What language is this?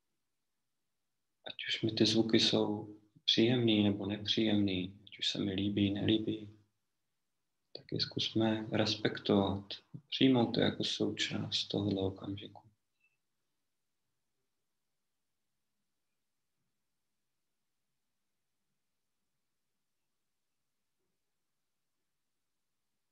Czech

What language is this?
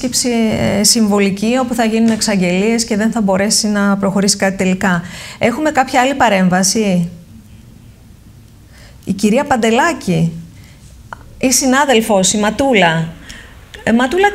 Greek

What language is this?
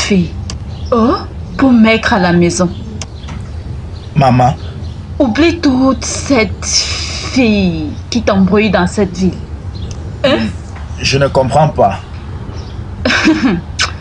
French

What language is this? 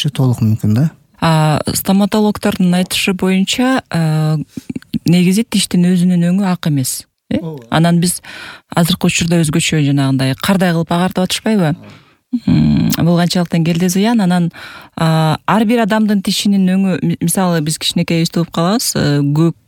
Kyrgyz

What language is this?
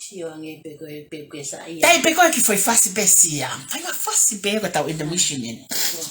Tongan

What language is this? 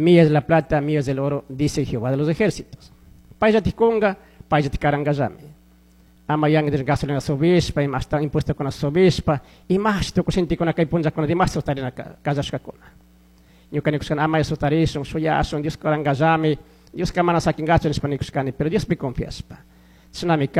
Chimborazo Highland Quichua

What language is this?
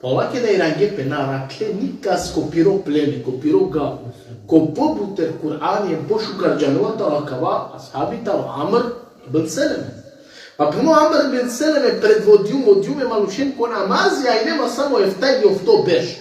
Balkan Romani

